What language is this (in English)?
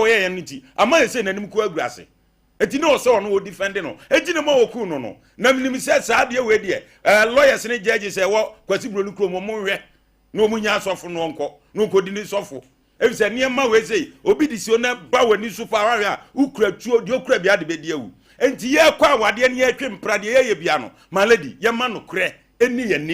Akan